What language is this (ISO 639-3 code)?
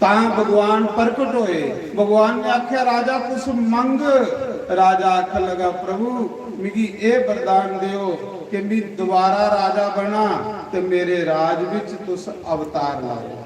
doi